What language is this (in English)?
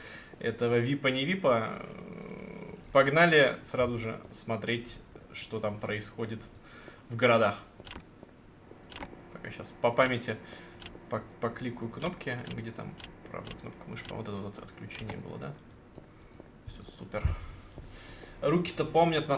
Russian